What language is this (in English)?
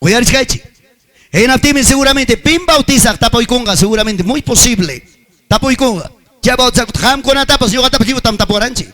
Ayacucho Quechua